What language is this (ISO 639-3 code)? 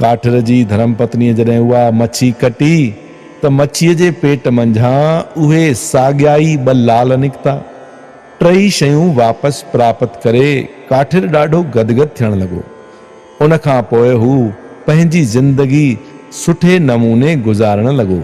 snd